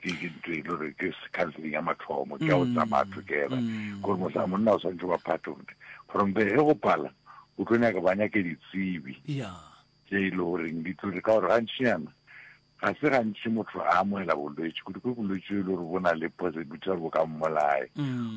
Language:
Northern Sotho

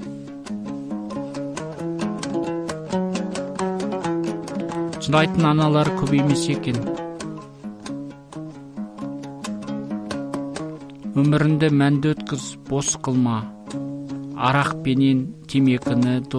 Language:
Kazakh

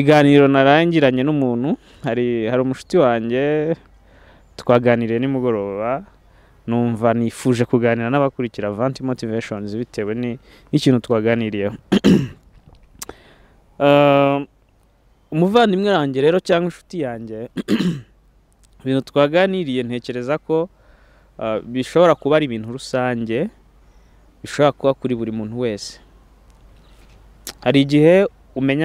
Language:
Kinyarwanda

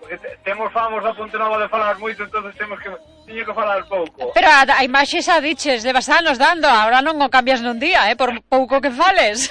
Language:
Galician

